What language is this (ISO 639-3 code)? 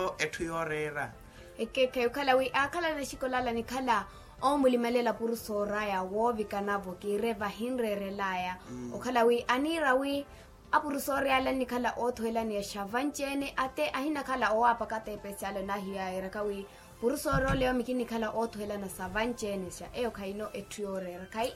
vmw